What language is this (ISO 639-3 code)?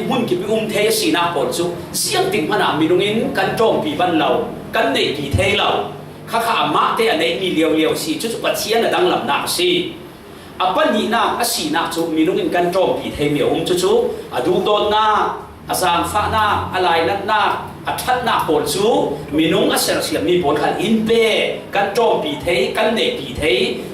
cfm